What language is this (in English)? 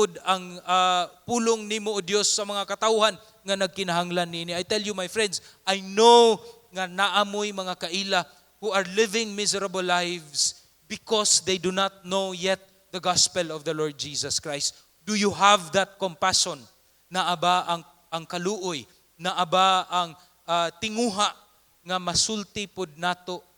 Cebuano